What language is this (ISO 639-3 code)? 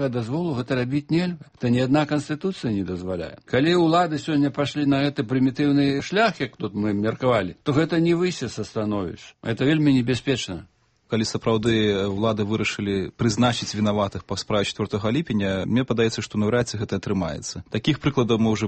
bel